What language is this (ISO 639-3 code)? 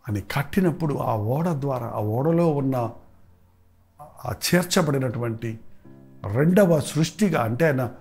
tel